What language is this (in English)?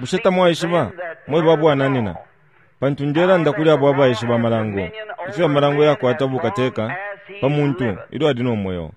Bemba